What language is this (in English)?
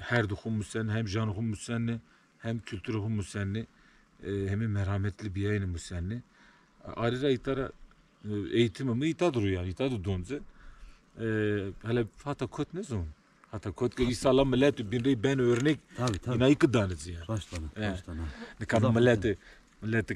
Zaza